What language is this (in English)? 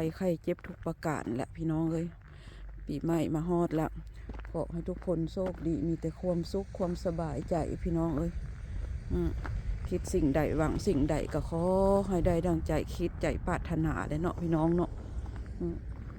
Lao